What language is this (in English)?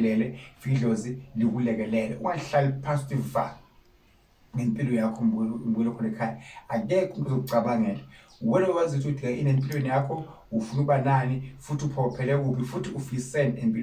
Zulu